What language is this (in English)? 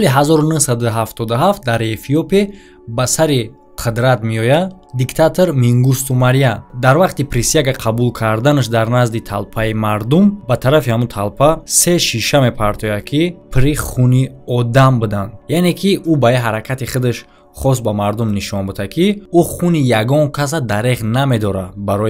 Tajik